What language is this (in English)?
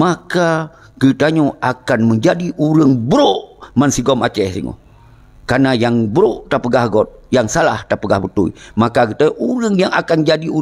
Achinese